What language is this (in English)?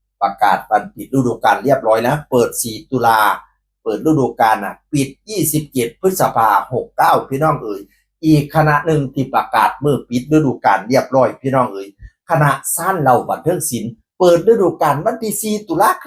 Northeastern Thai